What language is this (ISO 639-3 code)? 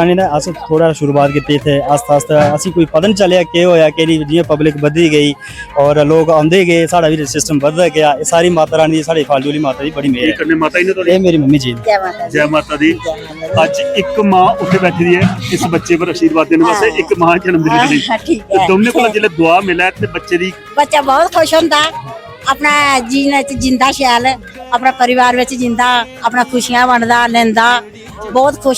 doi